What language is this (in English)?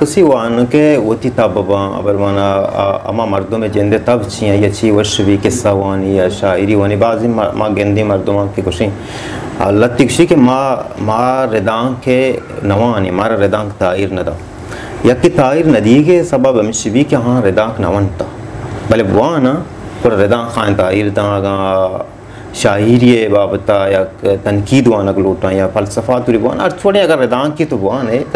Baluchi